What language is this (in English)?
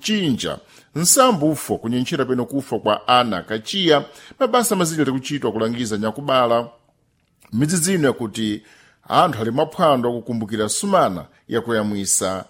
Sena